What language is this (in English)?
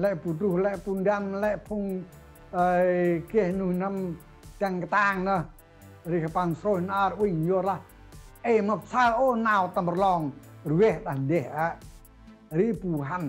Central Mnong